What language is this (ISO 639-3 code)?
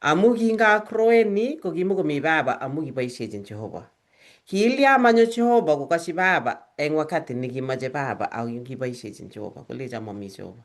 kln